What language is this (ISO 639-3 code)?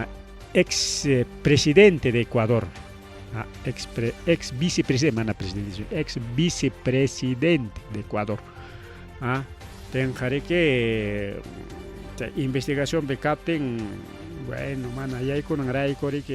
quy